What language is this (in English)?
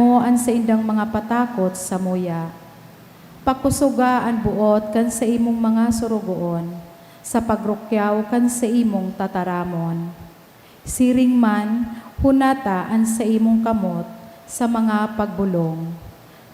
Bikol